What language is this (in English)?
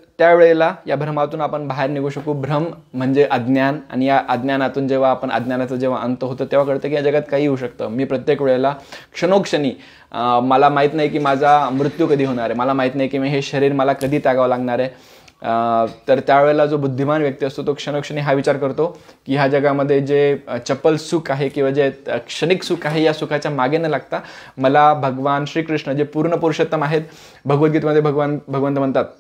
Marathi